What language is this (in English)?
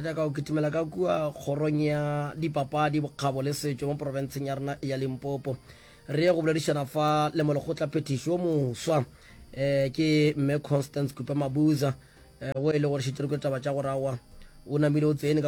Northern Sotho